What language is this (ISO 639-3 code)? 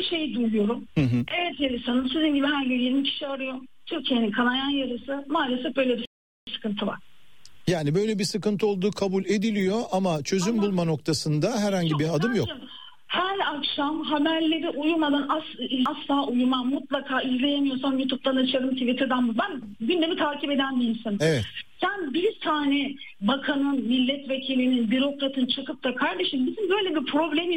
tur